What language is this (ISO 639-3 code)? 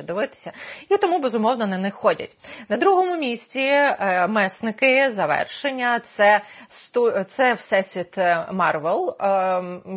ukr